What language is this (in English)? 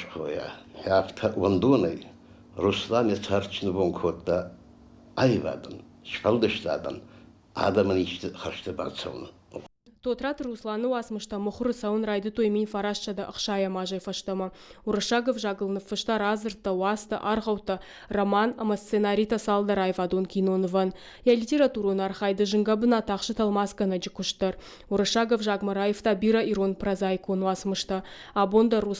Ossetic